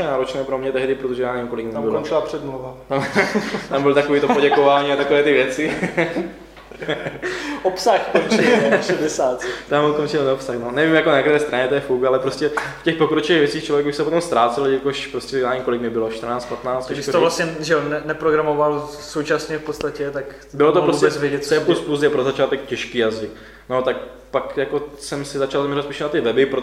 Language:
Czech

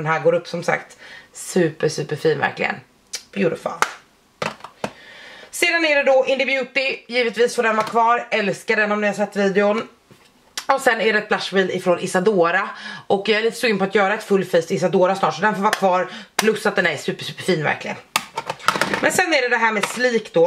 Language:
Swedish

